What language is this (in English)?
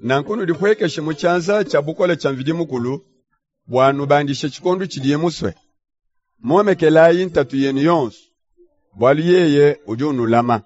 Luba-Lulua